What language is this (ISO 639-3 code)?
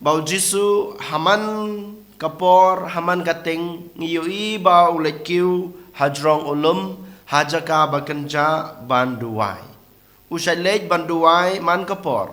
kha